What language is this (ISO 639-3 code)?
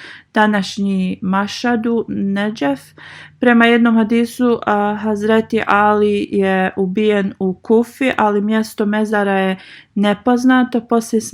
bos